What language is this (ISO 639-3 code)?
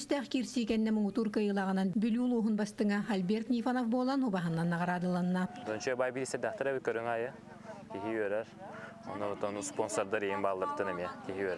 sah